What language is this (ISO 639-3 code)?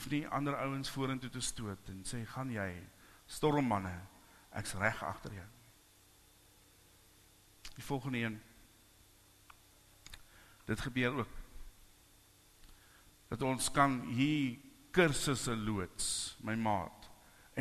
afr